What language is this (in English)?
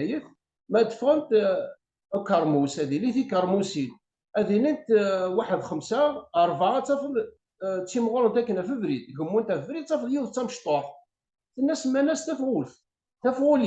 Kabyle